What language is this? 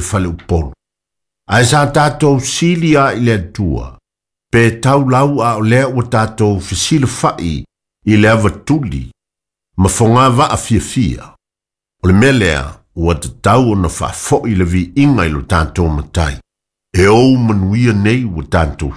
Samoan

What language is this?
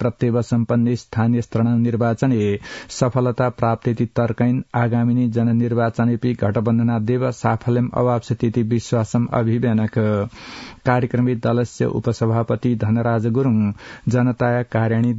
Sanskrit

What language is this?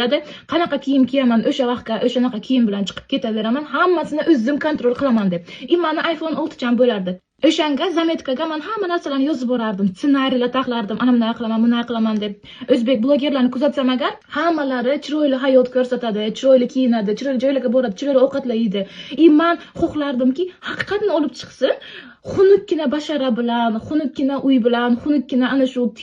Uzbek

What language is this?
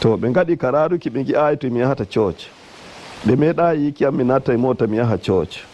Nigerian Fulfulde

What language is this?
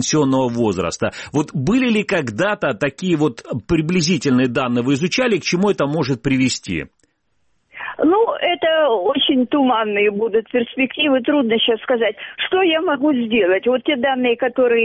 Russian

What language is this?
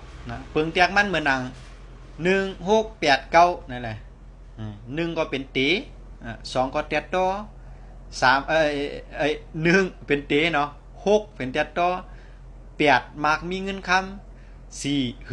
Shan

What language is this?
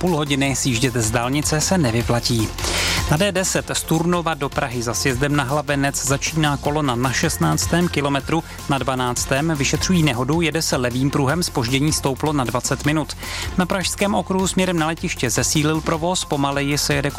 Czech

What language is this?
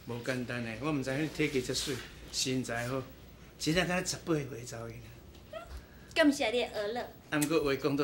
Min Nan Chinese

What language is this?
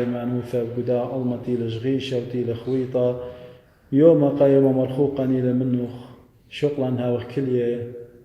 Assyrian Neo-Aramaic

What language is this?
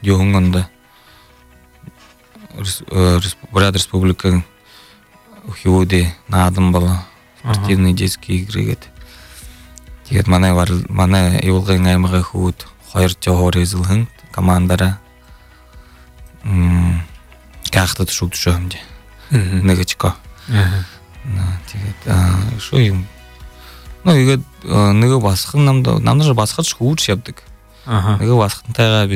Buriat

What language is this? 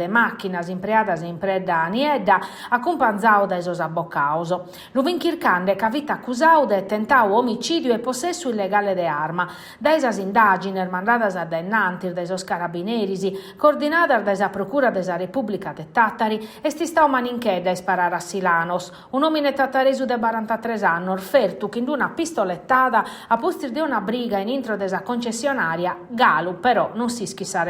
Sardinian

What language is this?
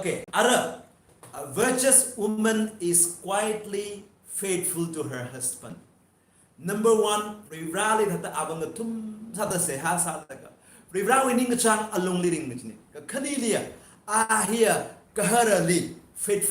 Tangkhul Naga (India)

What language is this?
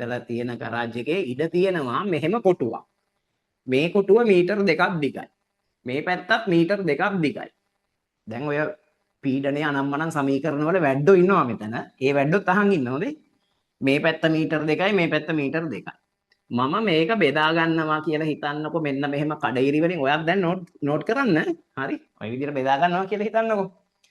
Sinhala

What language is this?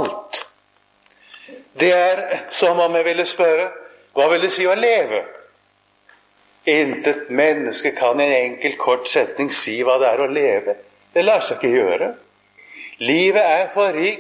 Norwegian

